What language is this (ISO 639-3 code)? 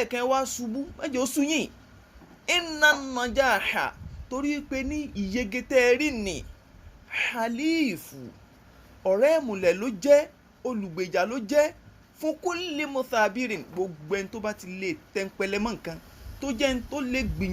yor